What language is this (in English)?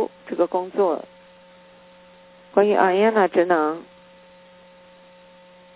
Chinese